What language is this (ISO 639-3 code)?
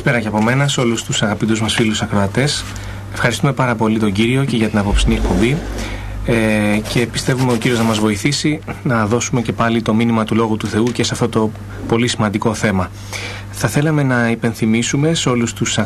ell